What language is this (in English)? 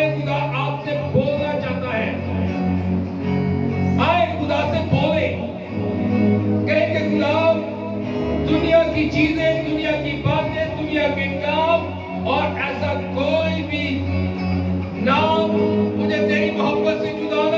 Hindi